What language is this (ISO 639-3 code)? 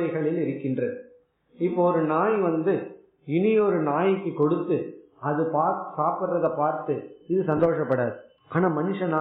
tam